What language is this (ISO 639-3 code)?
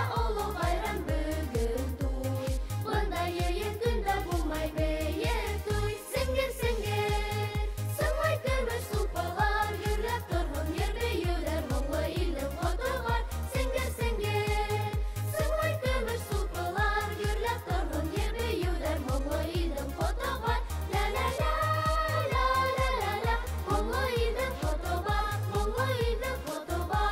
bak